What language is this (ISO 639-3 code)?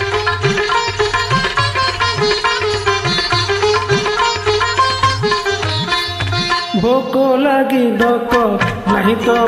ori